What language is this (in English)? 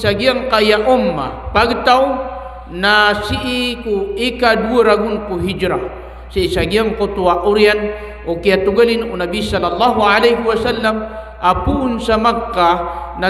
Maranao